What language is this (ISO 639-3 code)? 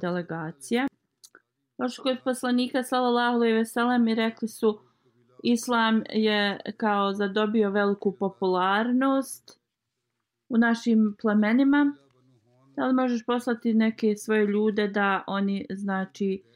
bos